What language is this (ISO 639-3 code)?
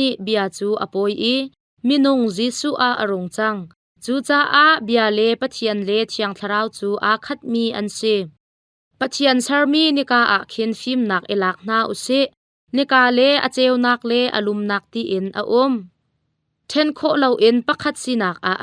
cnh